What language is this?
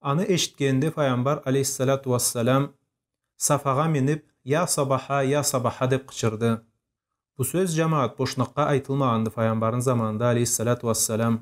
Karachay-Balkar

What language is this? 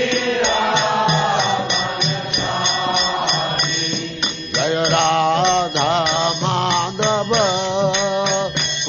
Hindi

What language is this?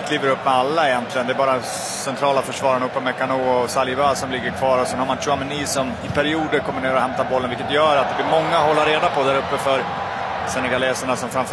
Swedish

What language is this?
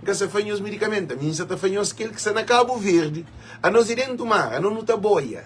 Kabuverdianu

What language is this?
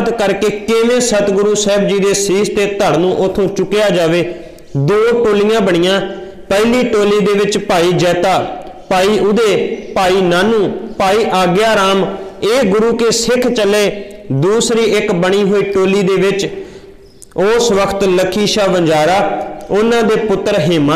Punjabi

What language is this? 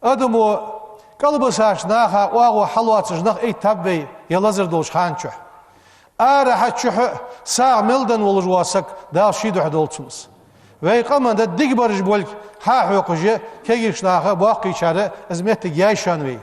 Ingush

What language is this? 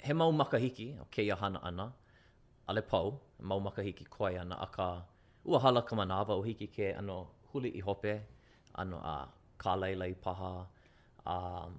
Hawaiian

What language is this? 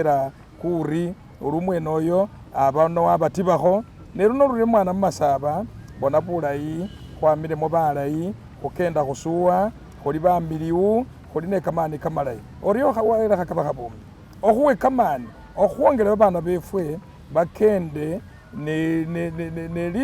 Masaaba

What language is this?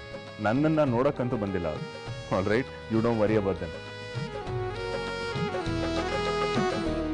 Kannada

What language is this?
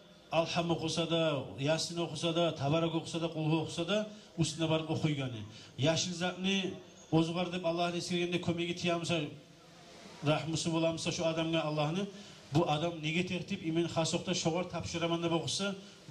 Kumyk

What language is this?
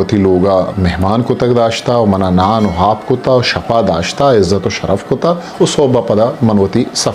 Eastern Balochi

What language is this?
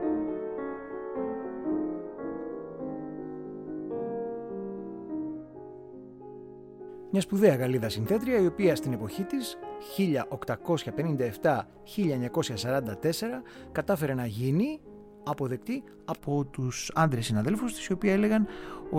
Greek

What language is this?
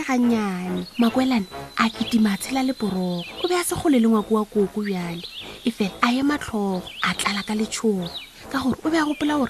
Northern Sotho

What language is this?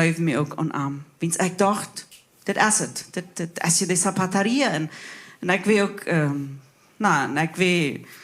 Plautdietsch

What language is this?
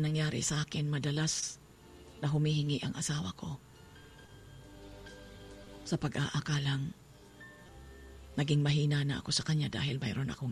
Cebuano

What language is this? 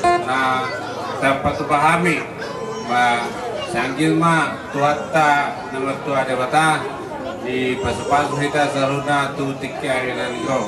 Batak Toba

